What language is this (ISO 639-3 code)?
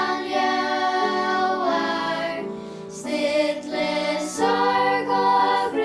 fao